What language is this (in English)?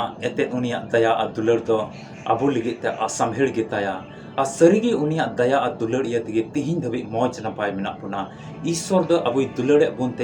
Santali